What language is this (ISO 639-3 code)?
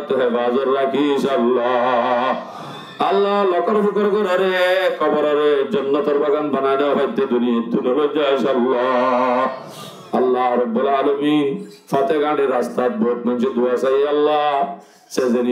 rhg